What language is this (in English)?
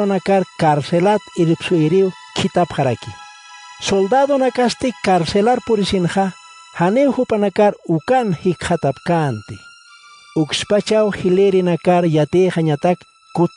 Aymara